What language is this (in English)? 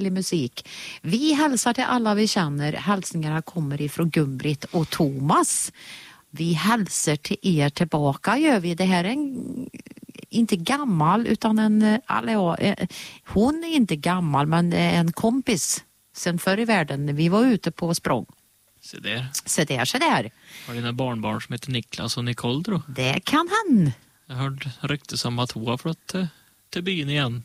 Swedish